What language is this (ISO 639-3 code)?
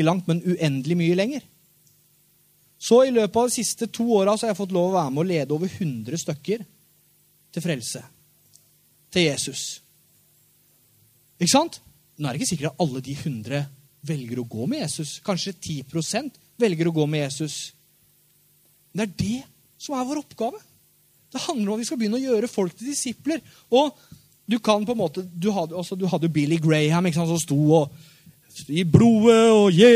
nor